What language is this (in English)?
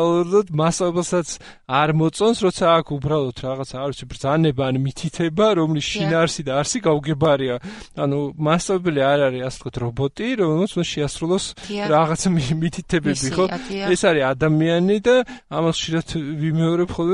Georgian